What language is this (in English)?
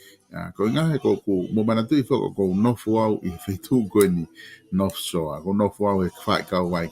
Tongan